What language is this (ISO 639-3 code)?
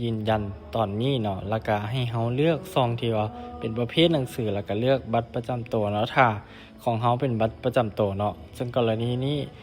lao